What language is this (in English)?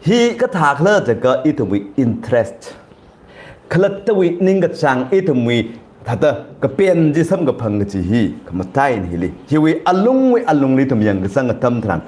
Tangkhul Naga (India)